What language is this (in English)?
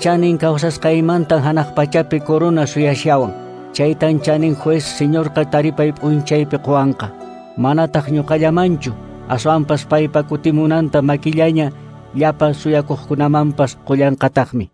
Quechua